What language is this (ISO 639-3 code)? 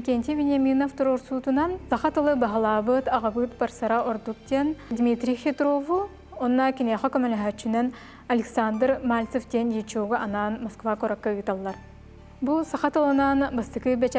sah